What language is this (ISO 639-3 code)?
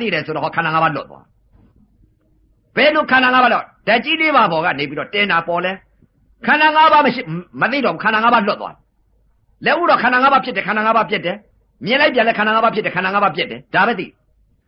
mya